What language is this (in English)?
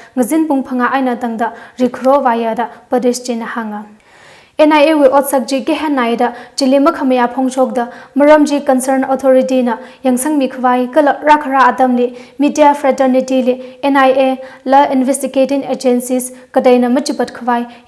Tangkhul Naga (India)